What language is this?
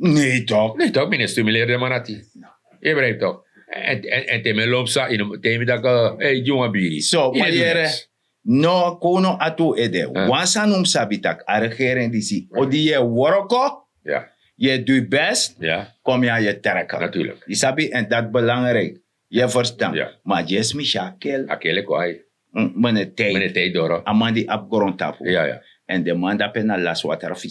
Sranan Tongo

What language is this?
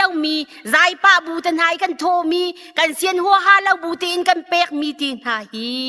Hakha Chin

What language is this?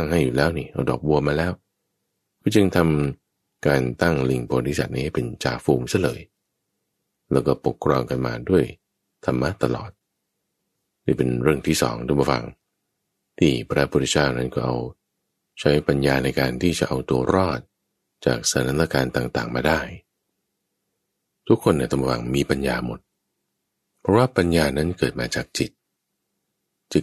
Thai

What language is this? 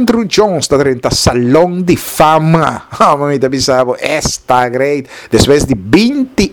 Papiamento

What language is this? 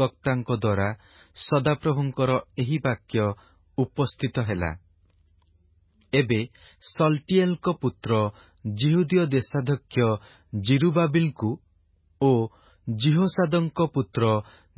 Odia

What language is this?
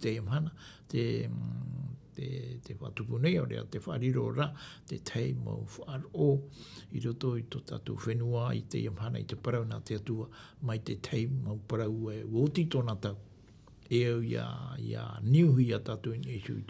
Tahitian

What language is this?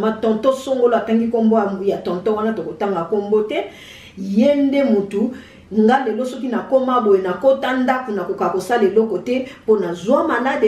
Lingala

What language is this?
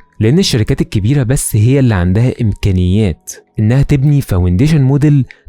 Egyptian Arabic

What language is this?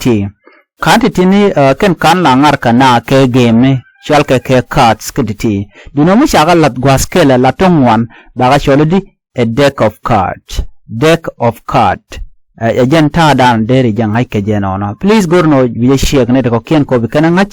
Nuer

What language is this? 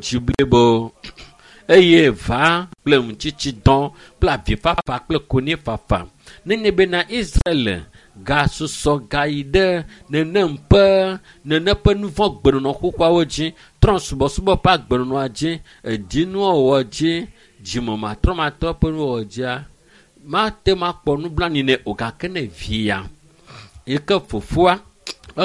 Ewe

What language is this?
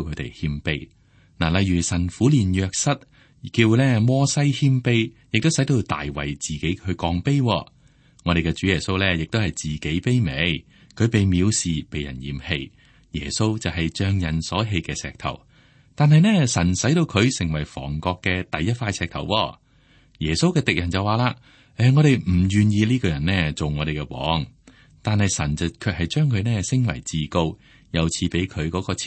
Cantonese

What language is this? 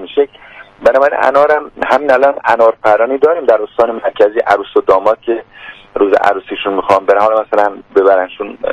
Persian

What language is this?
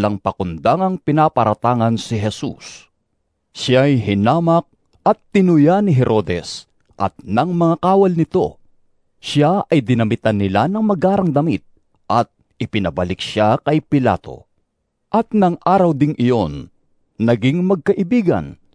Filipino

